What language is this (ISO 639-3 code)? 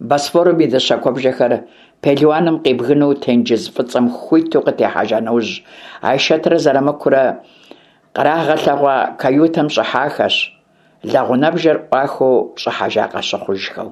kbd